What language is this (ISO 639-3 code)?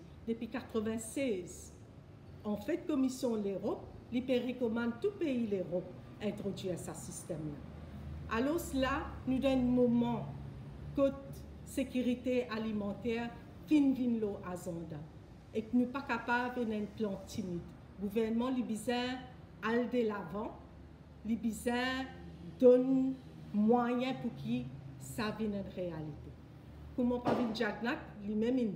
mfe